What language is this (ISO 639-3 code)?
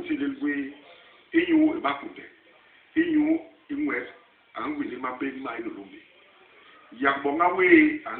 bas